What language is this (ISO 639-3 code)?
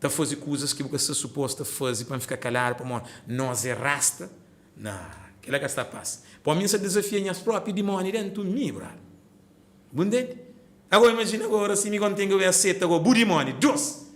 kea